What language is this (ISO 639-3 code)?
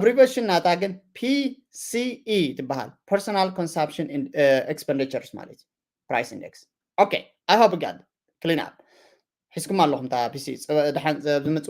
tir